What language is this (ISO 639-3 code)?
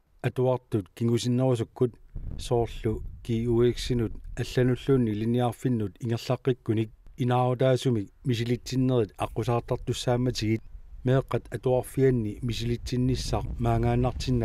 kal